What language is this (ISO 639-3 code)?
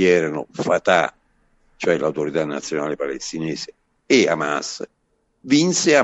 ita